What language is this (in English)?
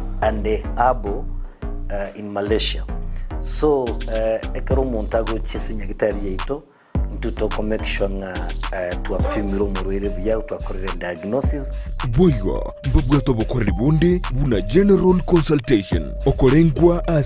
Gusii